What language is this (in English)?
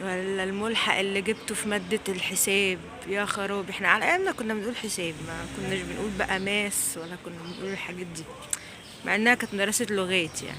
Egyptian Arabic